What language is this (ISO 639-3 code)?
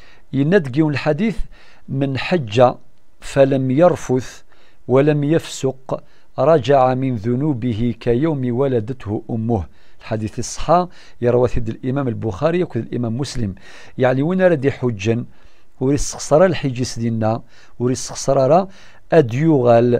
kab